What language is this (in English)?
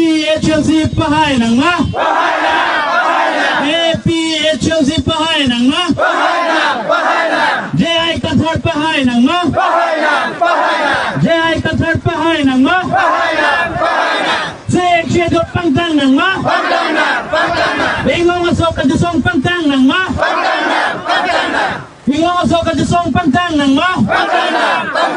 Karbi